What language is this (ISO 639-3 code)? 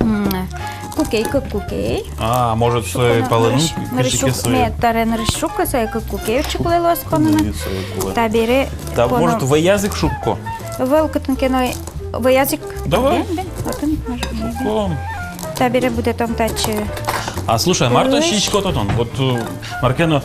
udm